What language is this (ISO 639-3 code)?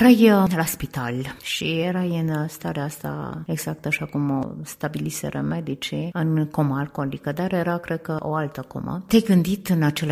ron